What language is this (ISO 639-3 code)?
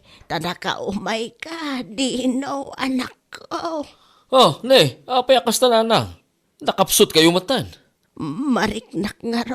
ilo